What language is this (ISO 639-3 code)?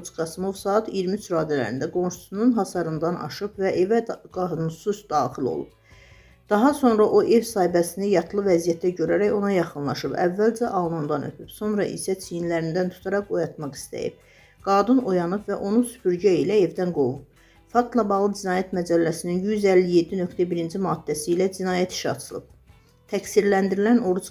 aze